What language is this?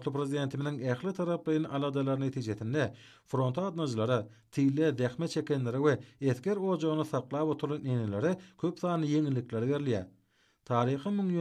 Turkmen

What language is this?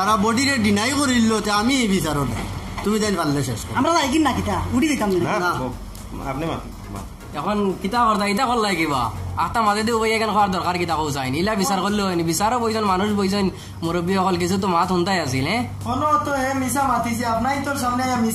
Sylheti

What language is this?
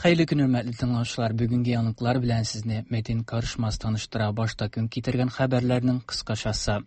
Tatar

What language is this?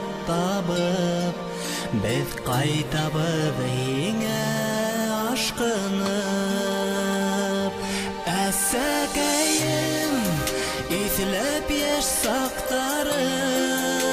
Bashkir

